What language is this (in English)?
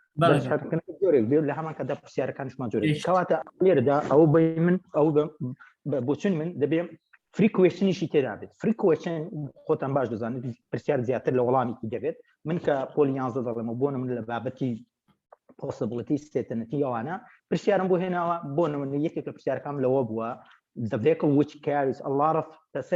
Central Kurdish